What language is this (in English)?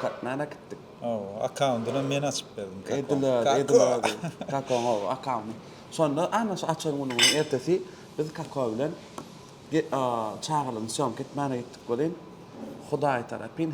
Turkmen